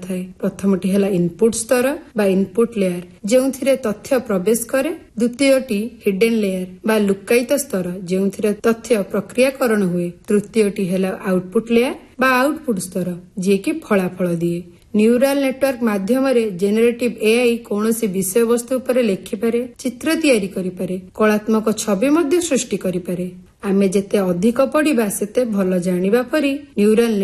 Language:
Odia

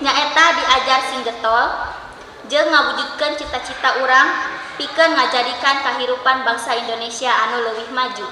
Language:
Sundanese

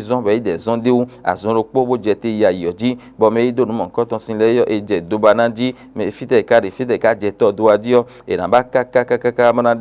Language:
Fon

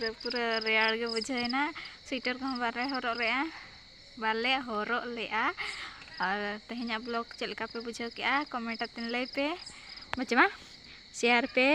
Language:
Santali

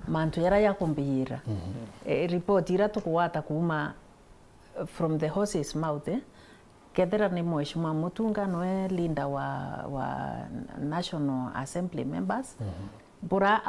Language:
Meru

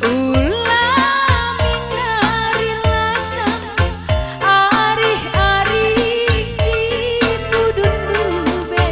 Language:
Batak Karo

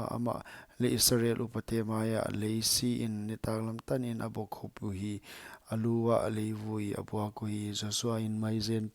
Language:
Paite Chin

